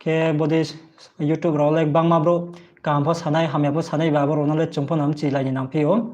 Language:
Riang (India)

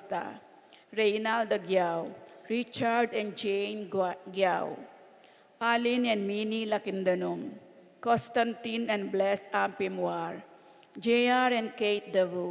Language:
Pampanga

